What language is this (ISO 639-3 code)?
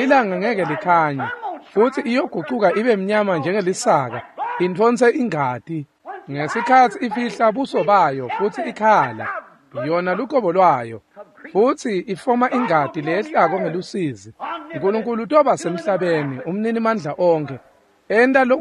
ssw